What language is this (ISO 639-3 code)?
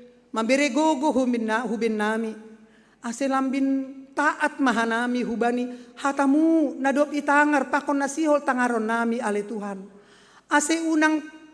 bts